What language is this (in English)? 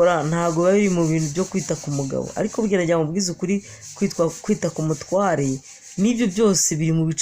Kinyarwanda